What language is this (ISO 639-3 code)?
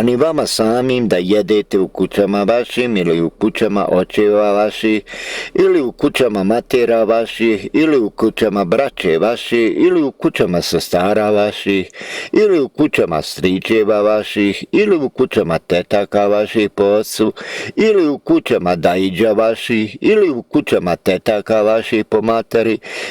bos